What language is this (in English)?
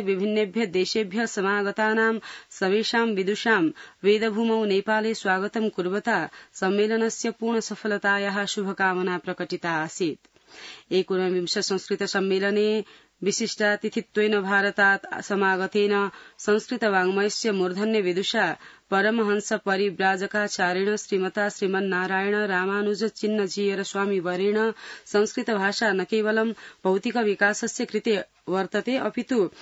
Sanskrit